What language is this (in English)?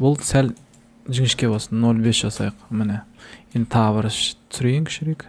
Kazakh